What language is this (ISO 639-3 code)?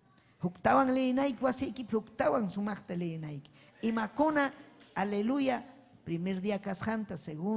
quy